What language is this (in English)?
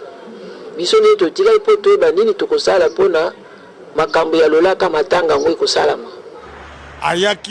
Lingala